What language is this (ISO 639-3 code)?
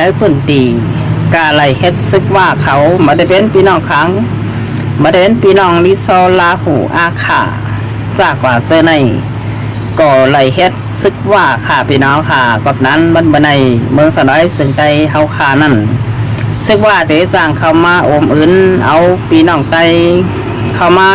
shn